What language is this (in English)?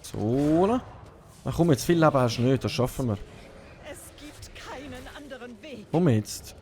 Swiss German